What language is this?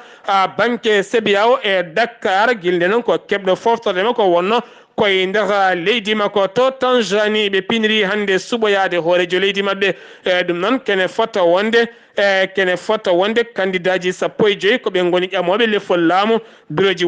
Fula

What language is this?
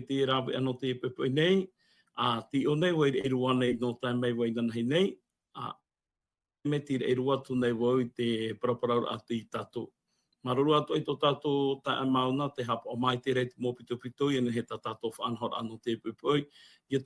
Tahitian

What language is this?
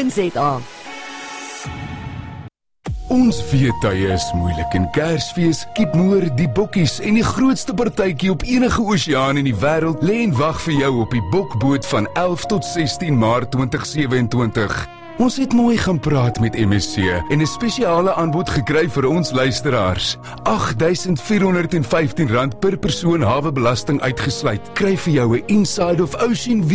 Afrikaans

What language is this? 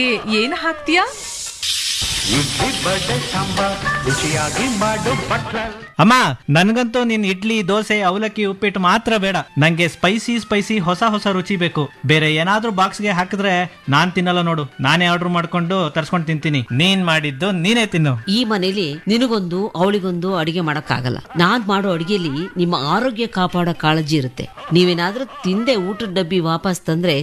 Kannada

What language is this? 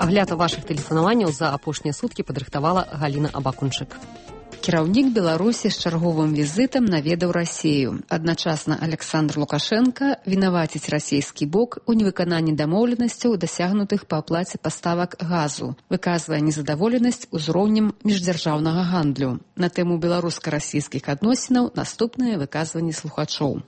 Belarusian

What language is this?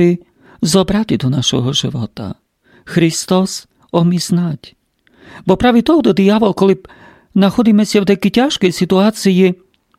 Rusyn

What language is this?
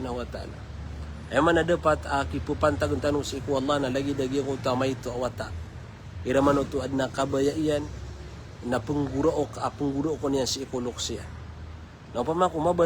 Maranao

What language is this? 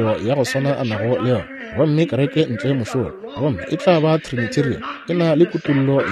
Northern Sotho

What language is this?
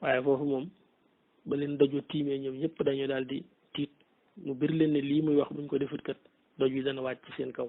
Wolof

